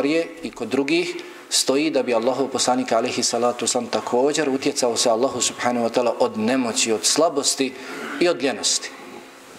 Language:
Bosnian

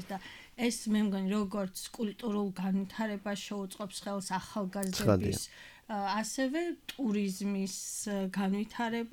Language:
Georgian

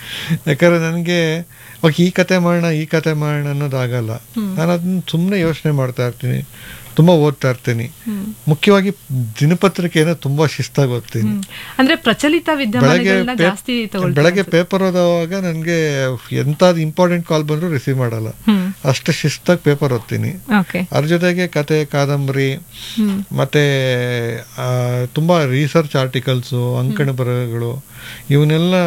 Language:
Kannada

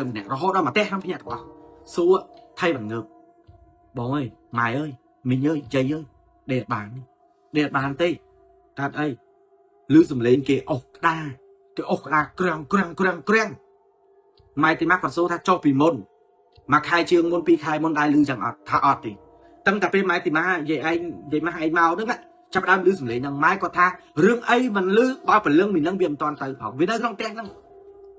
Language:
Khmer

